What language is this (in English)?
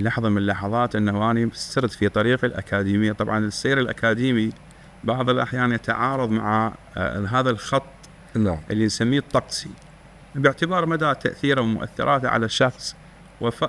Mesopotamian Arabic